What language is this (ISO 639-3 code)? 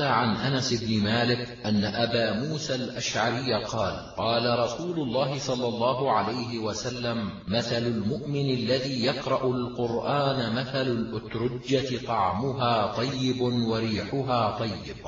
ara